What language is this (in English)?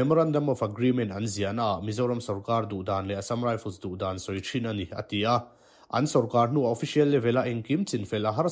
Mizo